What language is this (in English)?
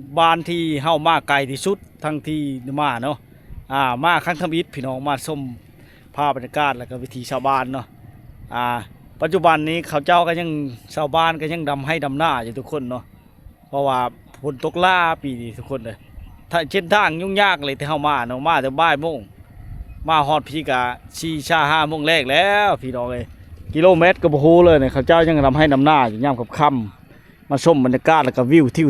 Lao